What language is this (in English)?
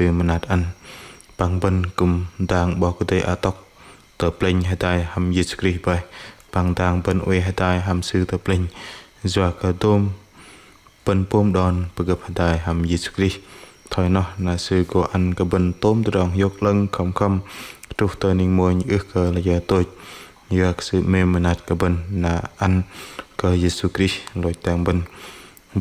Bahnar